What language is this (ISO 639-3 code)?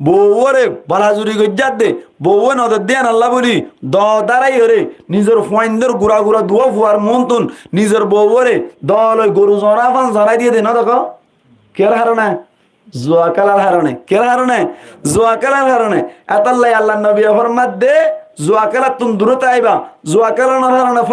rhg